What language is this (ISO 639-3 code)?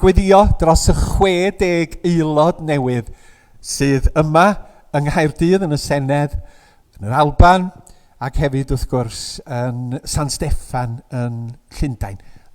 cym